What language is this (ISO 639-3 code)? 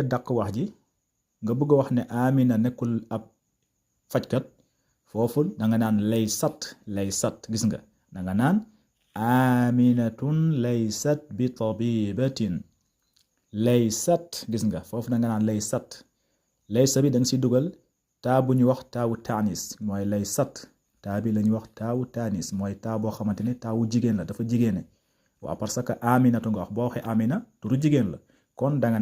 wol